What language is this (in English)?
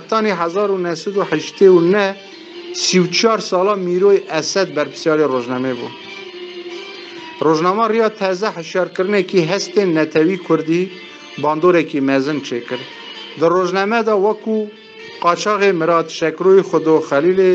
Kurdish